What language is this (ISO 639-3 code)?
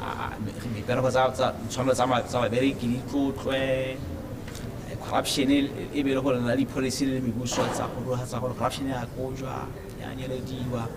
tsn